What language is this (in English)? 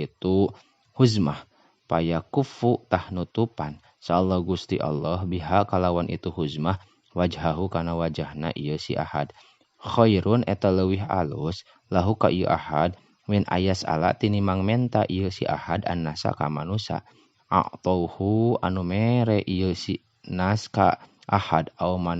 Sundanese